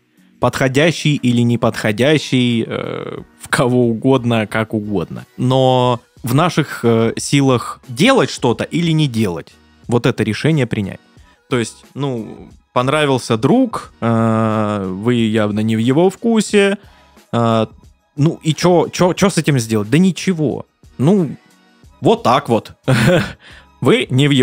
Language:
Russian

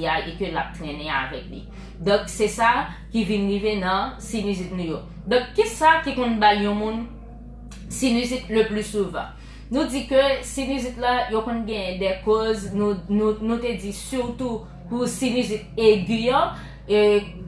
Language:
Haitian Creole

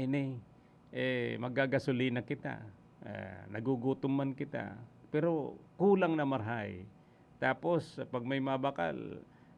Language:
Bikol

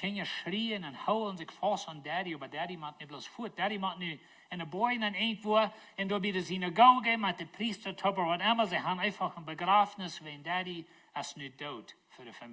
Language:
Plautdietsch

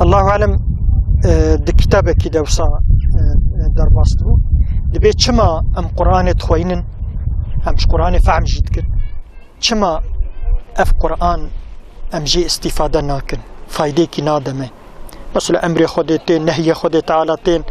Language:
Kurdish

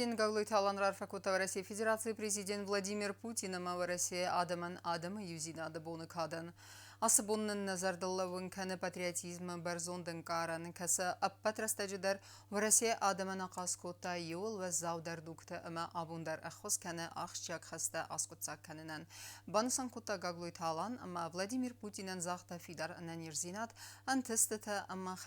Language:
Ossetic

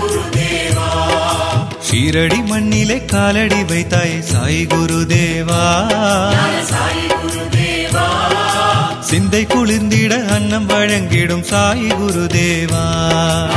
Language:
Tamil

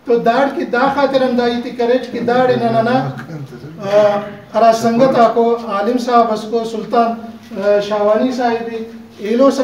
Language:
Brahui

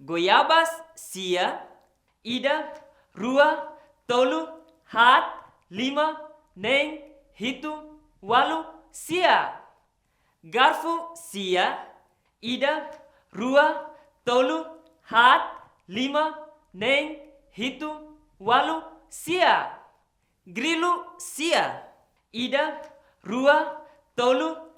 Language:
Tetum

